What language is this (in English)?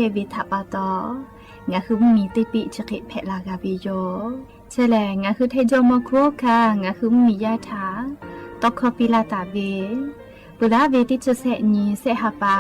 Lahu